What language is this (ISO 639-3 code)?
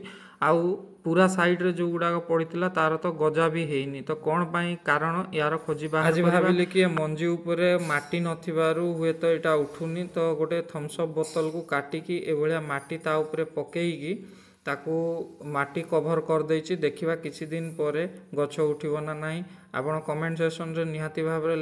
ori